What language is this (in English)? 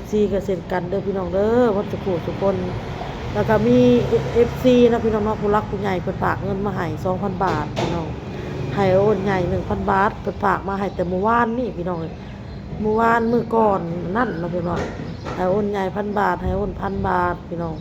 Northeastern Thai